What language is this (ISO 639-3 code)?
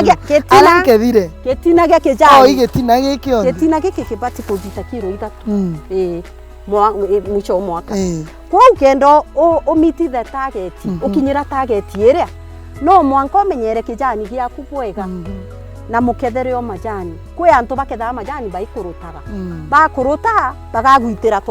mer